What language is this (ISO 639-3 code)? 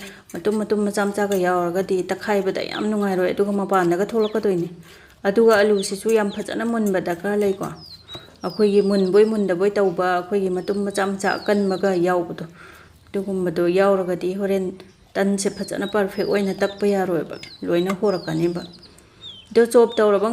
mni